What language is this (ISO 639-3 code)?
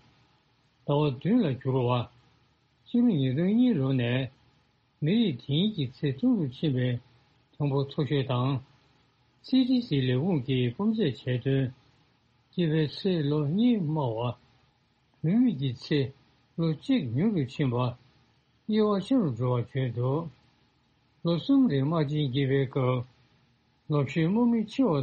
bod